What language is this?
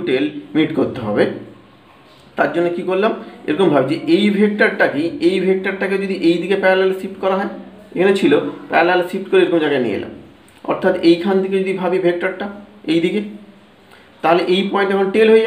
Bangla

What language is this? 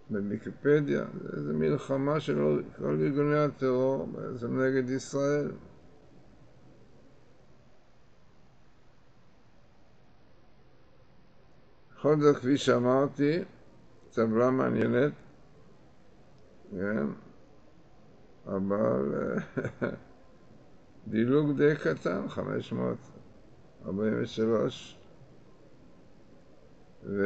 Hebrew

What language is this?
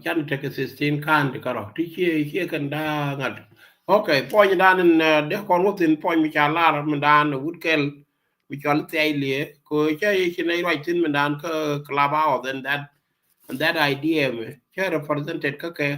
Nuer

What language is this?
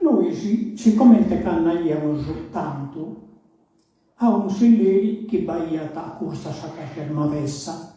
Sardinian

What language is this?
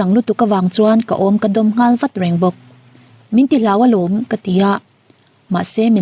Mizo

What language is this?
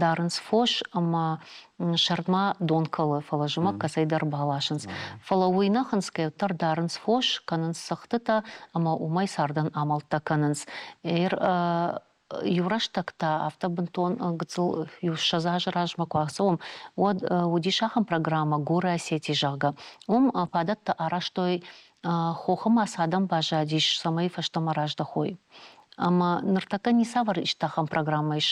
Ossetic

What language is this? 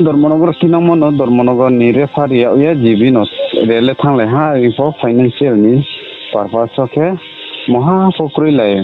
Riang (India)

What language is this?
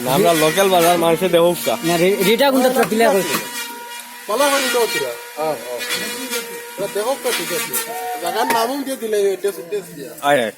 Sylheti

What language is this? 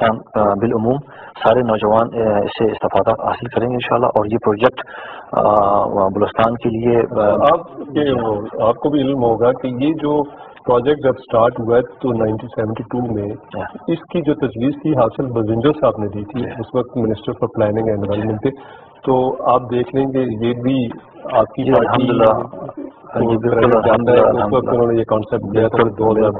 Urdu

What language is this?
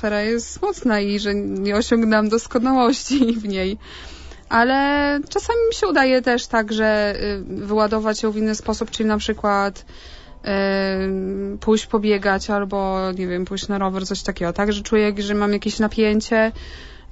Polish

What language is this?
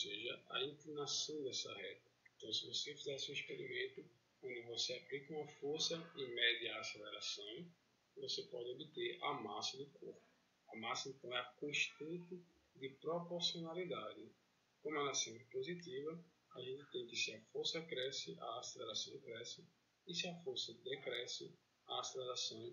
Portuguese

